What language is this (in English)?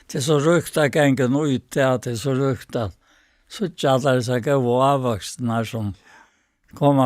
Faroese